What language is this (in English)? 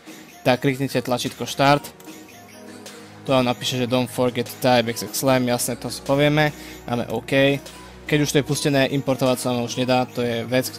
Slovak